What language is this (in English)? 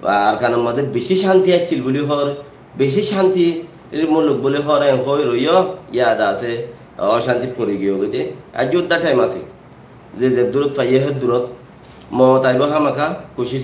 Rohingya